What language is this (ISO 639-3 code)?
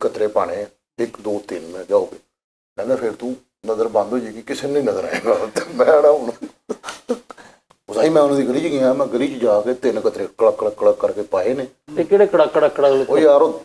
pan